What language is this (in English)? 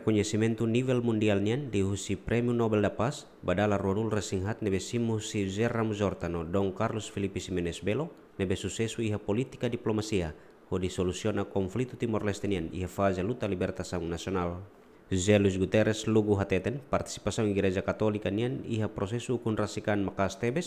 Tetum